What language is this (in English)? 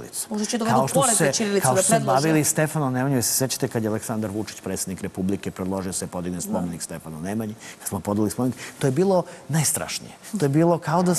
Serbian